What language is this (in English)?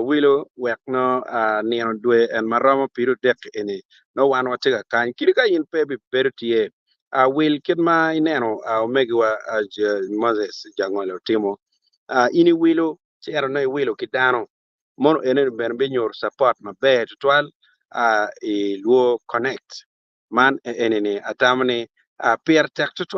Acoli